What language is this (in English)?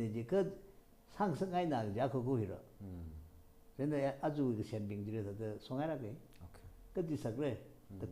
Tangkhul Naga (India)